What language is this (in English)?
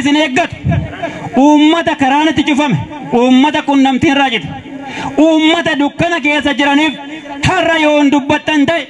Oromo